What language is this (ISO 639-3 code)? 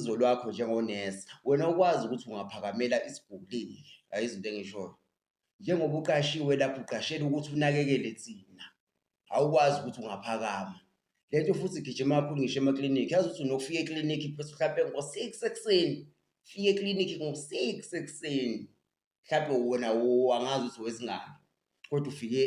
zul